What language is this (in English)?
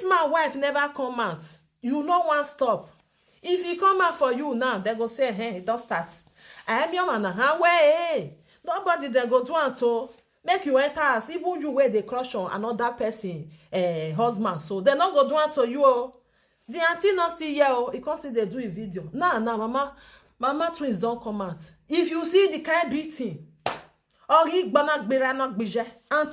Nigerian Pidgin